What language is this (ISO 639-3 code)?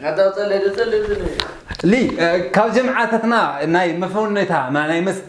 tir